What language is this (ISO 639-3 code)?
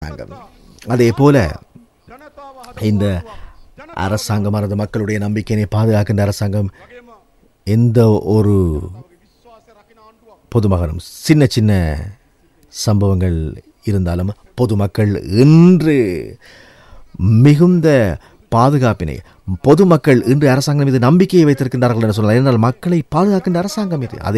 tam